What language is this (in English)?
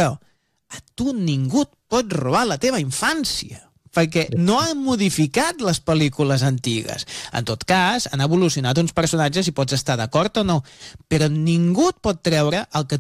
Catalan